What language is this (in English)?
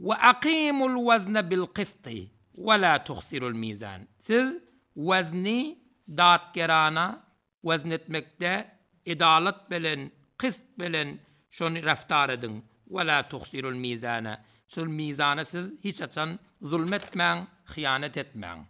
Turkmen